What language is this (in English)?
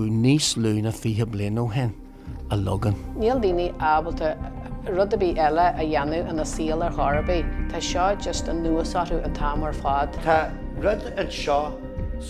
Irish